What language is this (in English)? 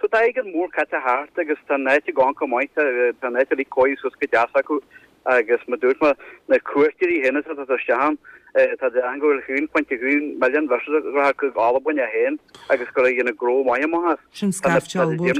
Irish